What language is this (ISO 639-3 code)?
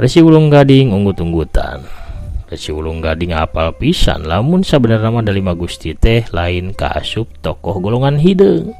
sun